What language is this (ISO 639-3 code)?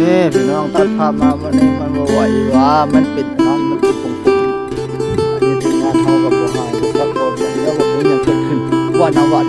tts